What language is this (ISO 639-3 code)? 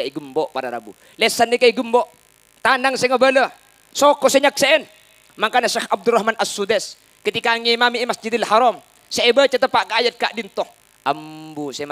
mad